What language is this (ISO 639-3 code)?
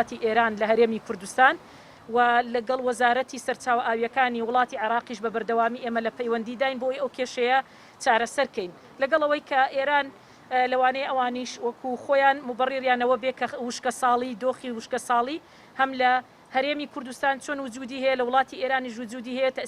ckb